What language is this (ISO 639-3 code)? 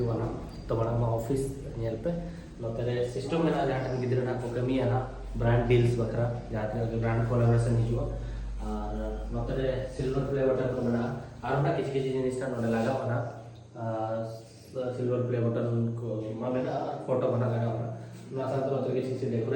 sat